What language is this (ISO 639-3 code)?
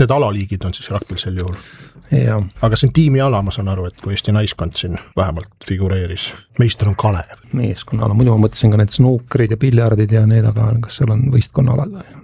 est